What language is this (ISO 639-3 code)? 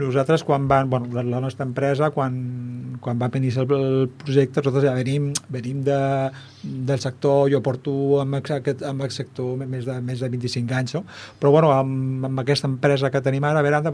cat